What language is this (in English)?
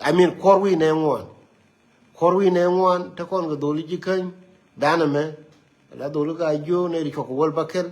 Nuer